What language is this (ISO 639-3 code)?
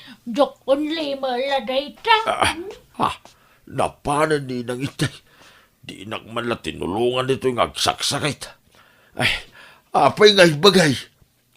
ilo